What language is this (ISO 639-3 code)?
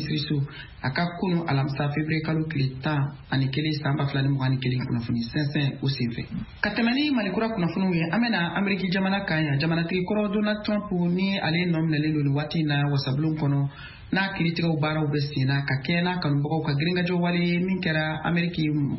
bam